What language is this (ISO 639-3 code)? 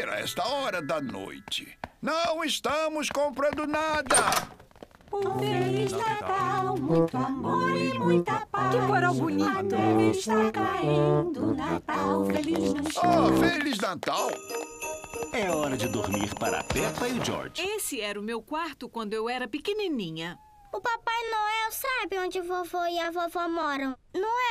por